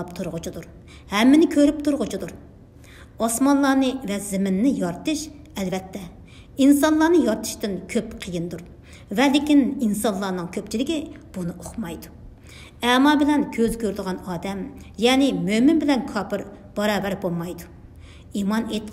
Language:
Uyghur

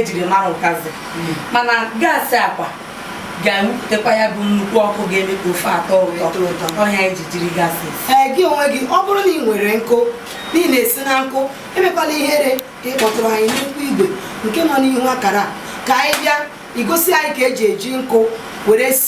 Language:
Igbo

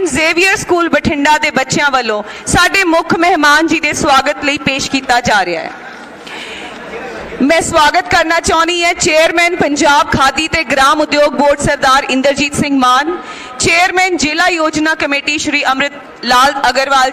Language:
Punjabi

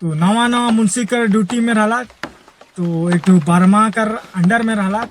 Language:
Sadri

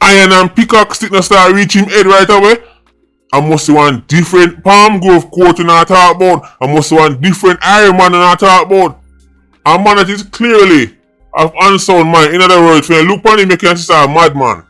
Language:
Jamaican Creole English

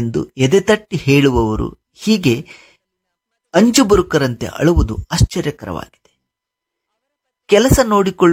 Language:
Kannada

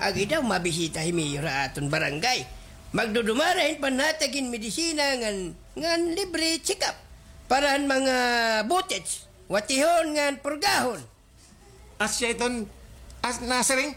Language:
Waray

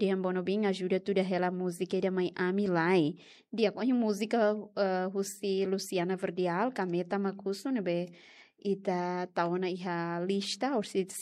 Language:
Tetum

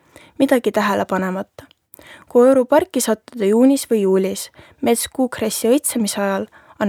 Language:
Estonian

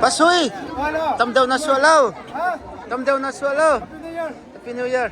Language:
Hakha Chin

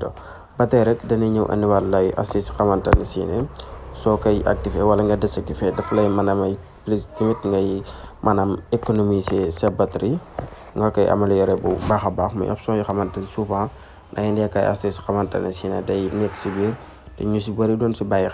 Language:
Wolof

